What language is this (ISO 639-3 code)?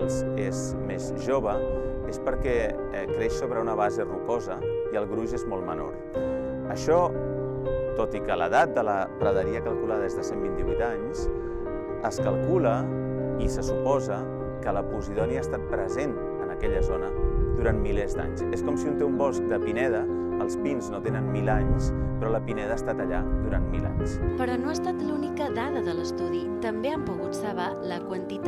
cat